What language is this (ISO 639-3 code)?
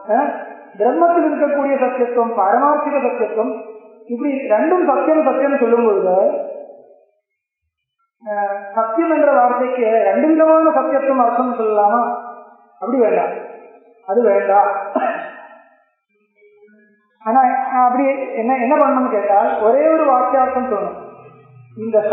tam